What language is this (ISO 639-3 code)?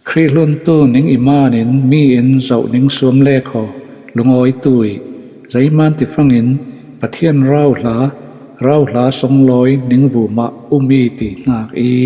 cfm